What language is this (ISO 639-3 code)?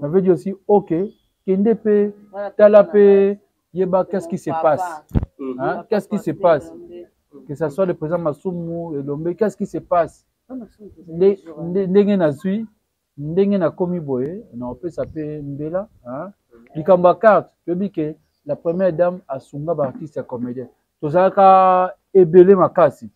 lin